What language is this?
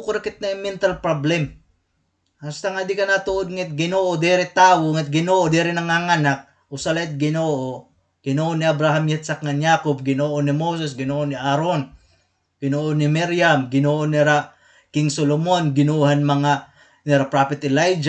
Waray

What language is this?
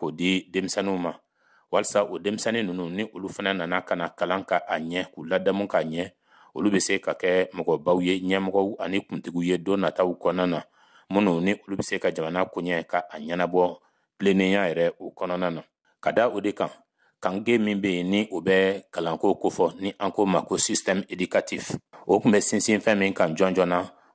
Bambara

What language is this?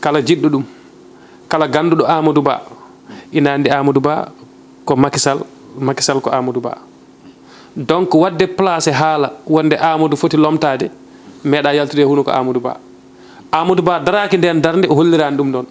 Fula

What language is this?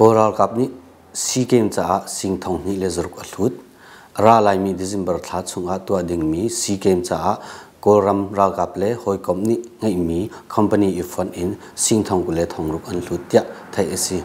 Hakha Chin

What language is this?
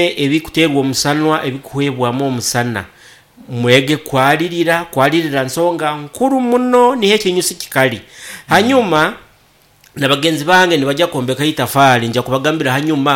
Nyoro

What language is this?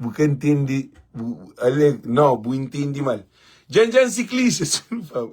Kabuverdianu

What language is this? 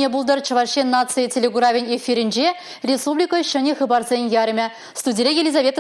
Chuvash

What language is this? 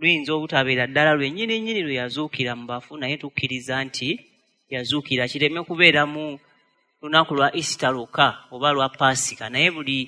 Ganda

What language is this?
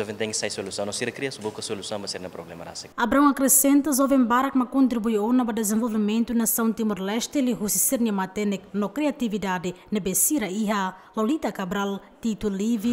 Tetum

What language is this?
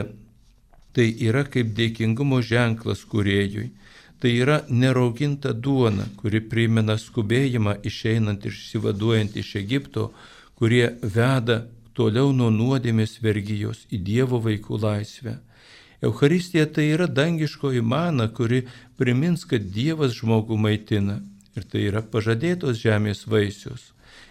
Lithuanian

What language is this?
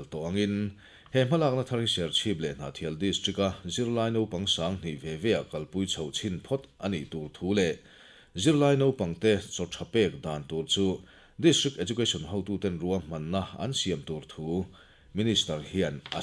Mizo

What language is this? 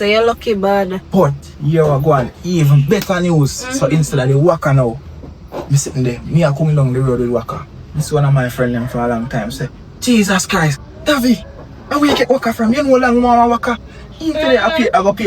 Jamaican Creole English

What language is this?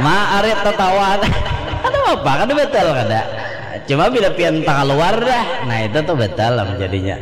Banjar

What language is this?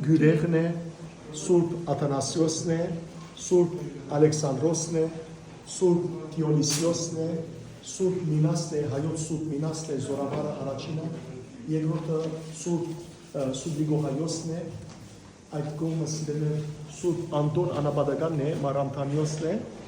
Western Armenian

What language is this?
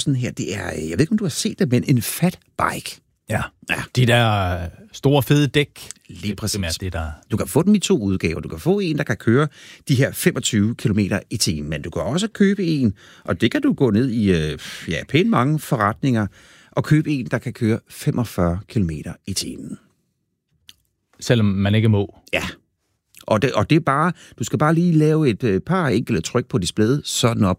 Danish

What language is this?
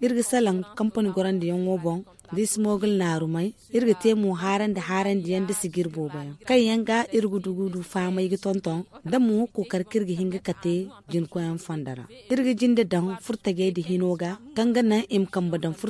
Zarma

